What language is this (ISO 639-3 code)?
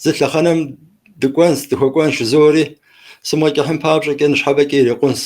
kbd